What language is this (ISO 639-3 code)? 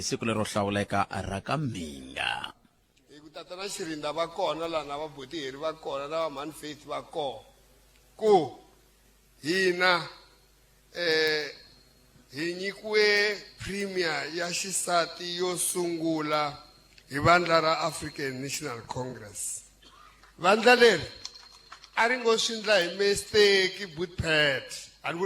tso